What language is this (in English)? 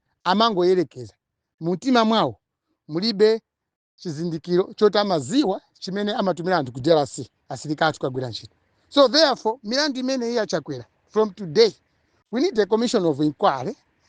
Nyanja